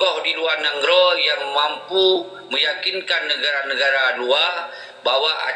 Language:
Achinese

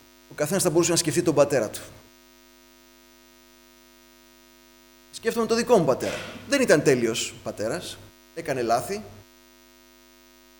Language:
Greek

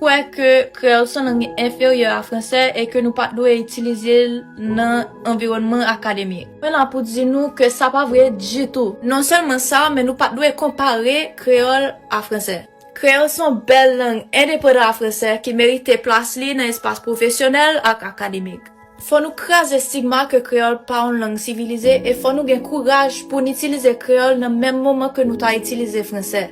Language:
Haitian Creole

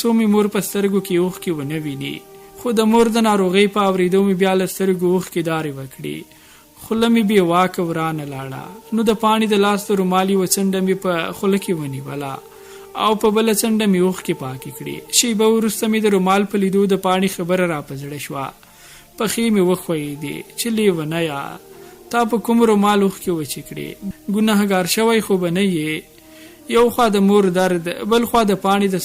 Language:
Pashto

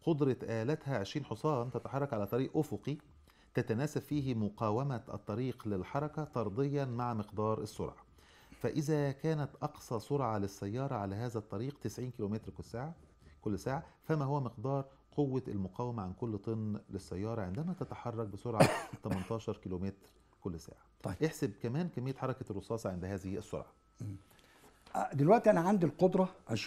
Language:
Egyptian Arabic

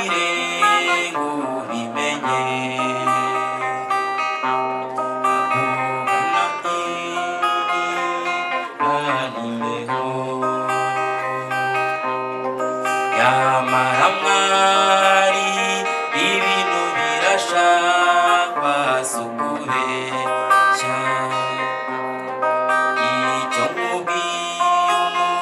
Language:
Kinyarwanda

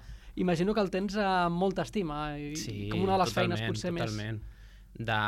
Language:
Catalan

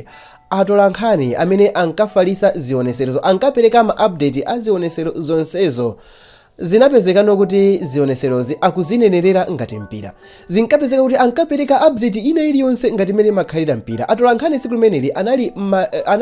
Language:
Nyanja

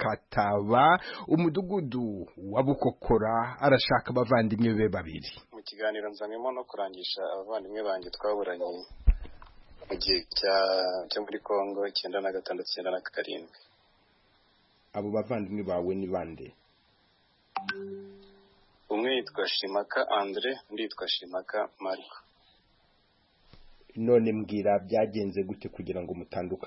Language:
Kinyarwanda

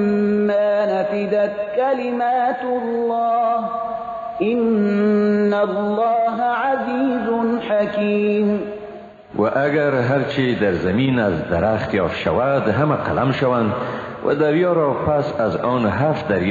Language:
Persian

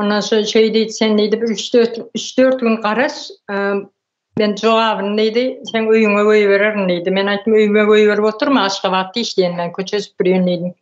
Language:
Turkmen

